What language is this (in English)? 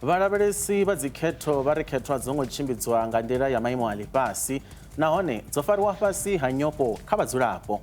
Venda